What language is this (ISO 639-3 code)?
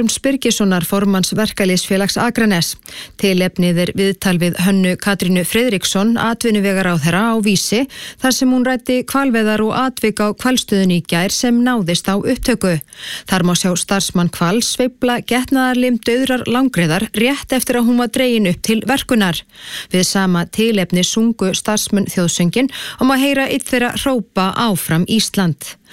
isl